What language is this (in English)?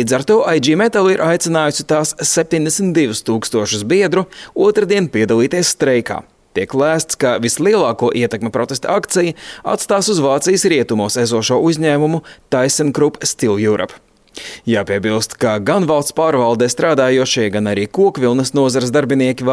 Latvian